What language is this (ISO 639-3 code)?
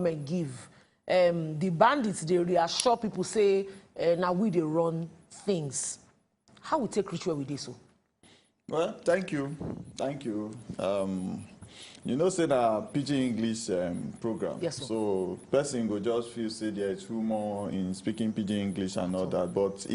pcm